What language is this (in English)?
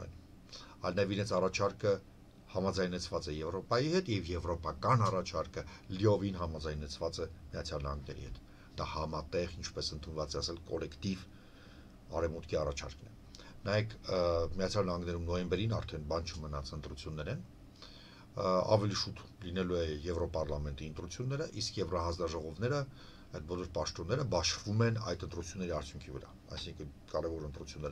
Armenian